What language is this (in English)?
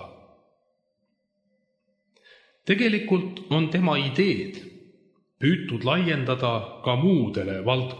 Estonian